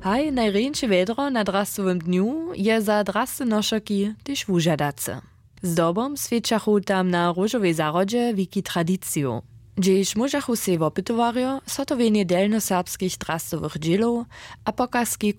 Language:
Upper Sorbian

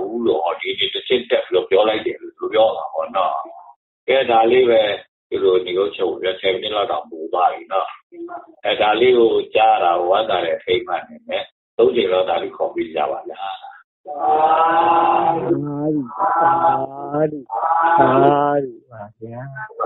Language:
Burmese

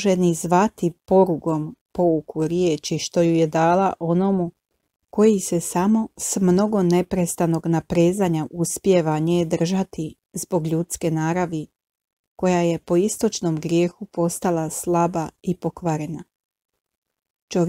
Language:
Croatian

